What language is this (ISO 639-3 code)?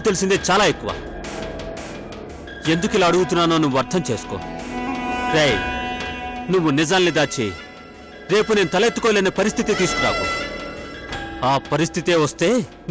tel